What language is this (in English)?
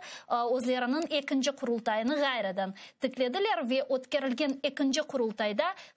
Crimean Tatar